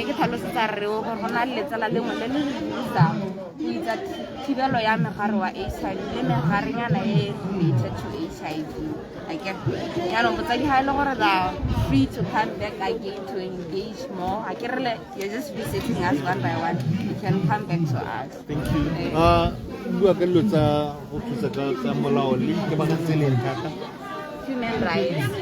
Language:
Tswana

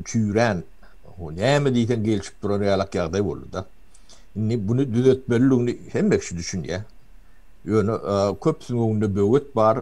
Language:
Turkmen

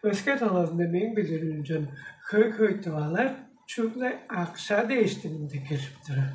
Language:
Tuvinian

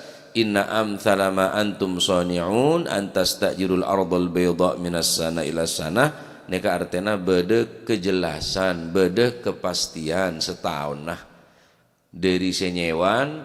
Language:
Madurese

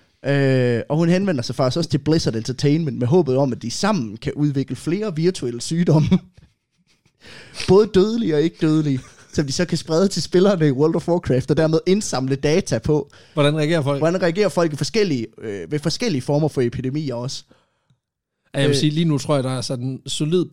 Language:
Danish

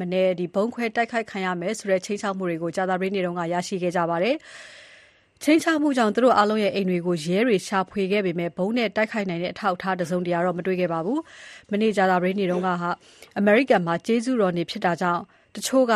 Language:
Burmese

